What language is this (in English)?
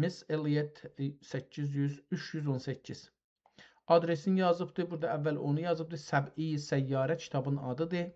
South Azerbaijani